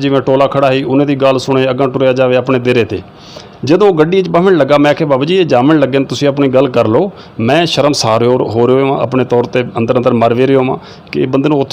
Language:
Saraiki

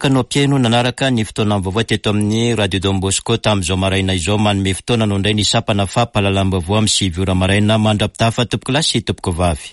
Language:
Malagasy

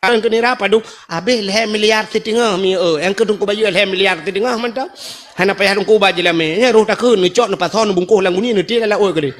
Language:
Achinese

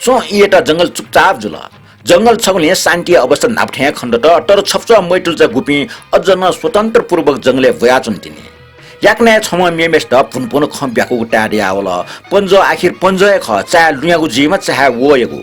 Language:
Newari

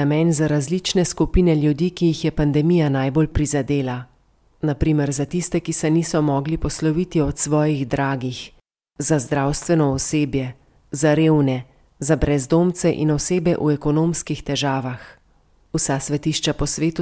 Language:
Slovenian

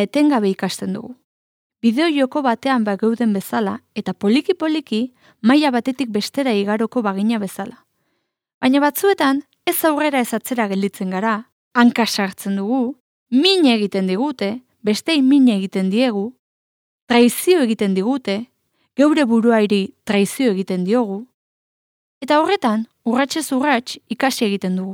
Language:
Basque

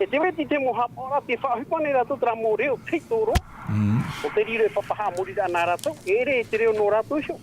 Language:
Tahitian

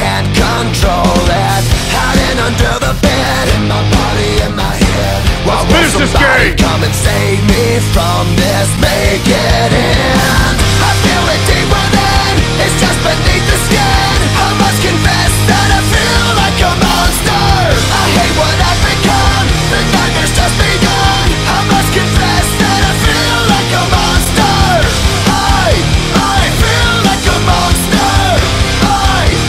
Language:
English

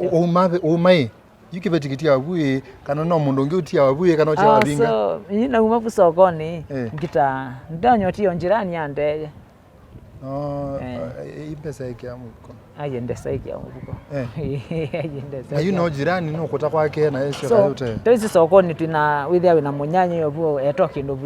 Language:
Kamba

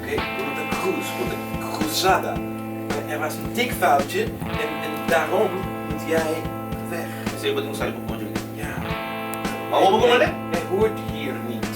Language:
Papiamento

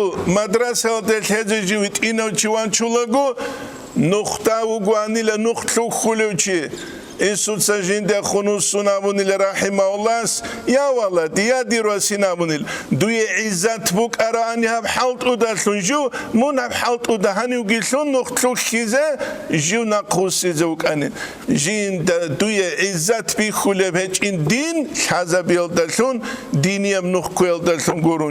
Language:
Avaric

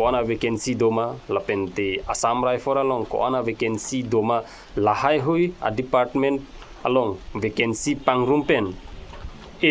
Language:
Karbi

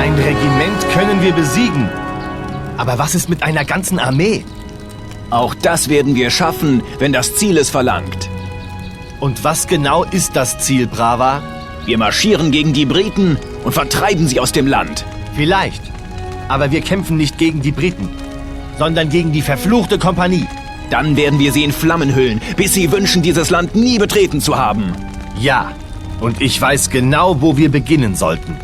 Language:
Bavarian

